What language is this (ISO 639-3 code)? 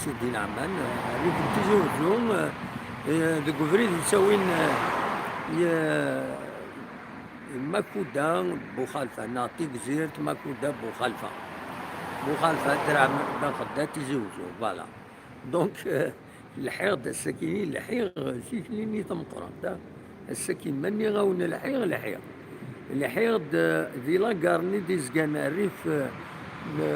kab